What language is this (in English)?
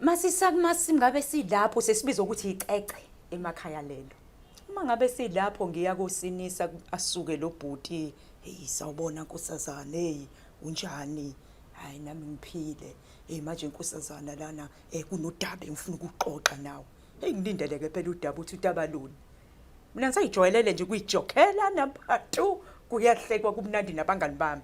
Zulu